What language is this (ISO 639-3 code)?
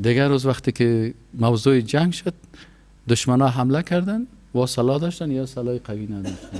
fas